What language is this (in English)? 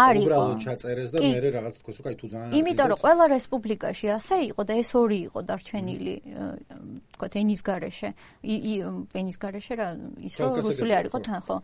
Georgian